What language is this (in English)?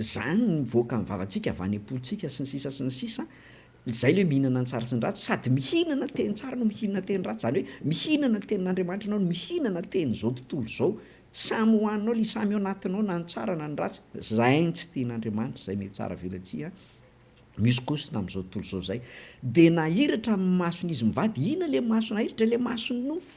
Malagasy